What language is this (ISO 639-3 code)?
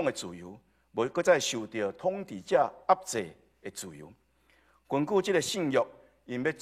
nan